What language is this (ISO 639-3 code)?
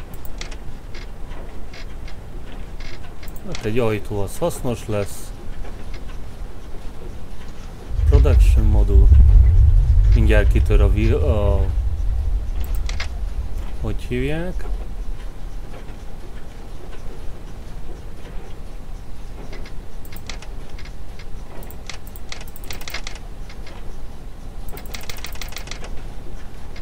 hun